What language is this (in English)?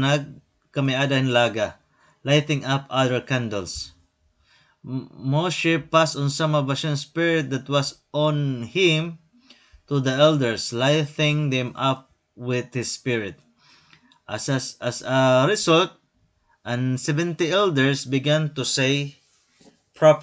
Waray